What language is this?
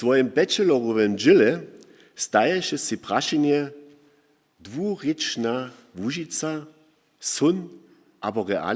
Upper Sorbian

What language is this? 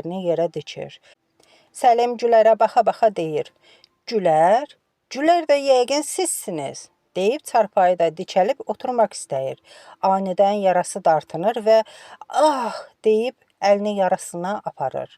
Azerbaijani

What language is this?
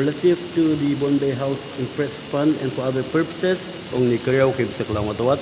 Pohnpeian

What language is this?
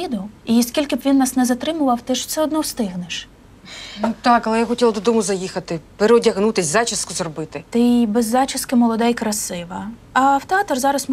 Ukrainian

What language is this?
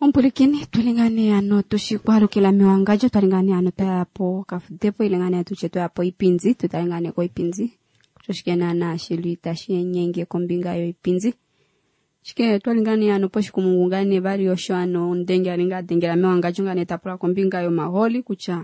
Kuanyama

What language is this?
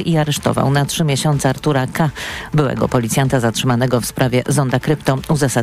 Polish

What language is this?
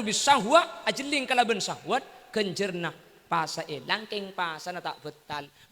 Madurese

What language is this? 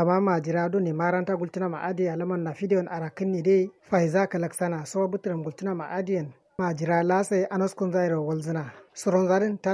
Kanuri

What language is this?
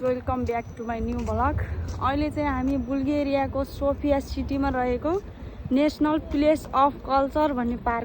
Nepali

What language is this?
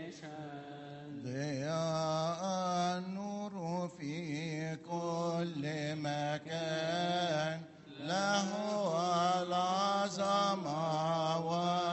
Arabic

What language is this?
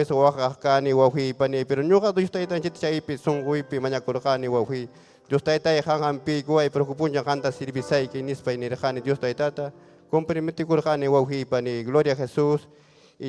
Ayacucho Quechua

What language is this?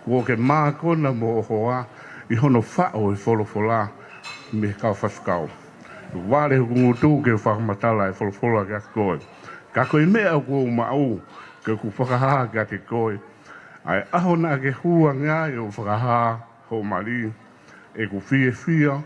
Tongan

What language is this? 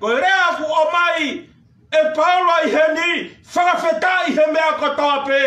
Tongan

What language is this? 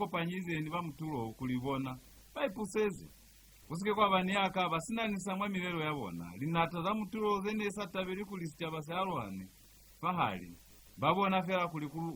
Lozi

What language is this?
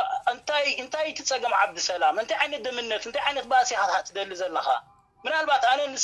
Tigrinya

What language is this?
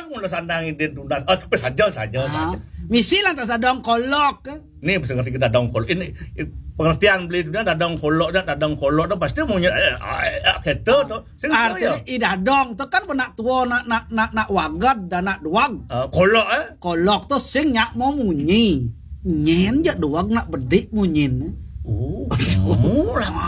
Balinese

